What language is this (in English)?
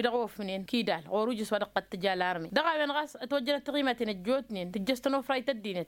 Tamasheq